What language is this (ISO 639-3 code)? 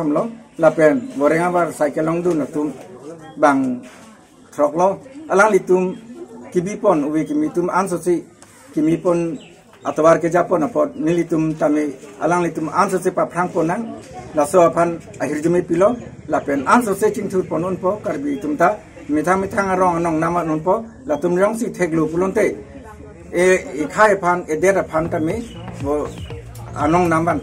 mjw